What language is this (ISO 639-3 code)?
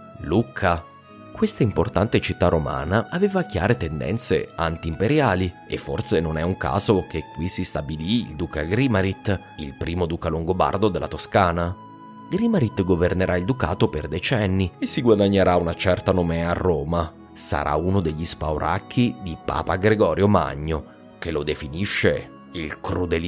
ita